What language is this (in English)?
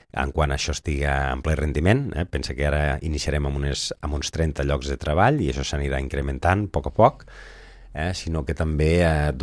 Catalan